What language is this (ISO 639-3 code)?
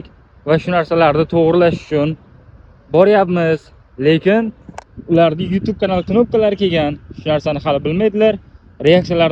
uzb